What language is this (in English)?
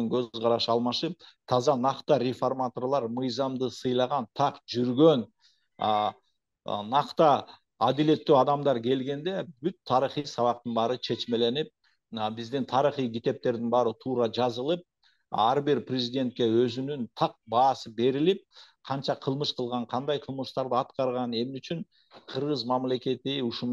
Kyrgyz